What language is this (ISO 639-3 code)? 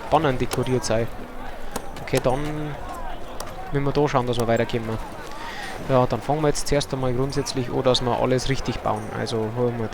bar